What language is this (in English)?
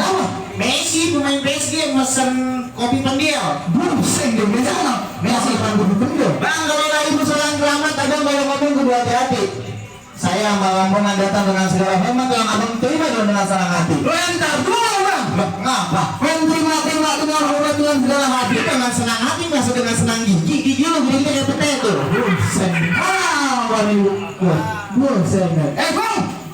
Betawi